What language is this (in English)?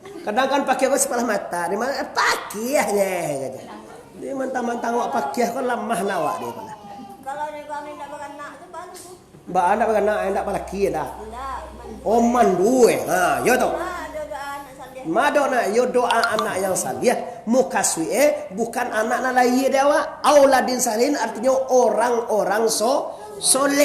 Minangkabau